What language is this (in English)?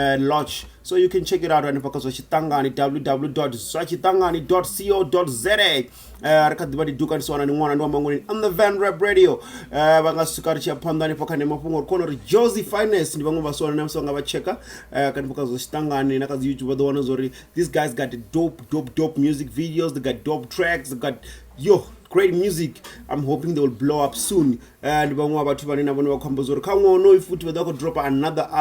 Venda